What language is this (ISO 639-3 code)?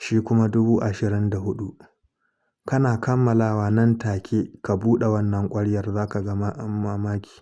hau